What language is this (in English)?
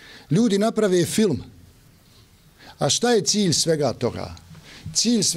Bosnian